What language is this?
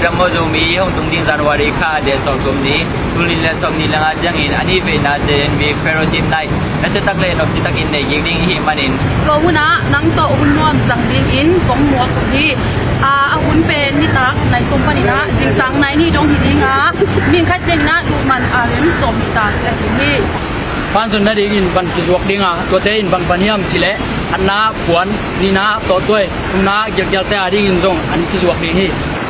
Tedim Chin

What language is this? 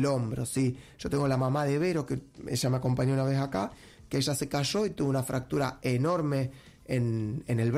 Spanish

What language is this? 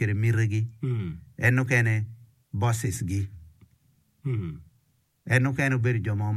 Acoli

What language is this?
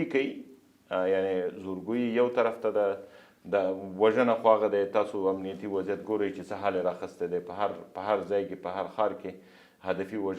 Pashto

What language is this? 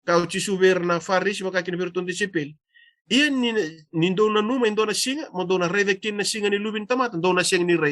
Fijian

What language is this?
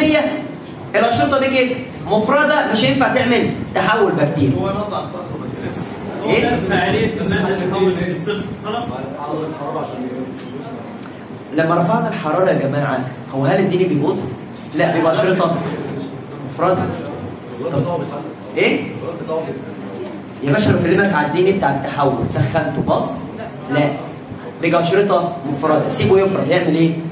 Egyptian Arabic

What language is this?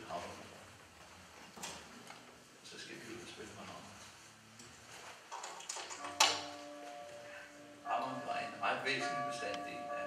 Danish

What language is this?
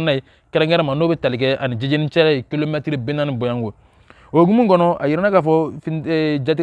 Bambara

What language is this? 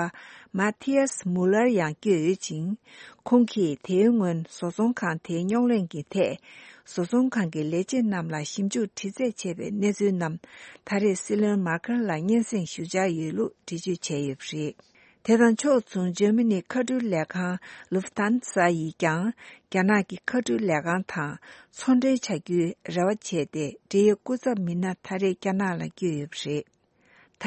Tibetan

